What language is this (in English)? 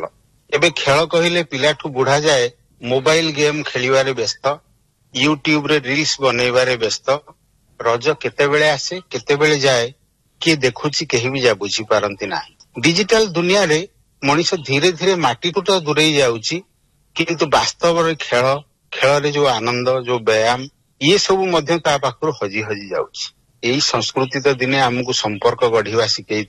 Odia